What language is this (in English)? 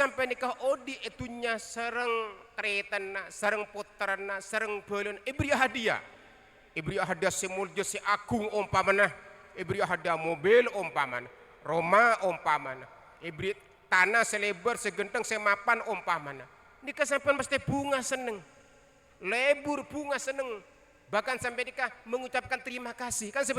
Madurese